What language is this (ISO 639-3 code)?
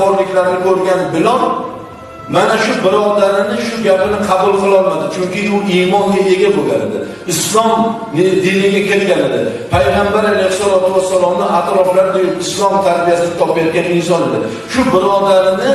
uzb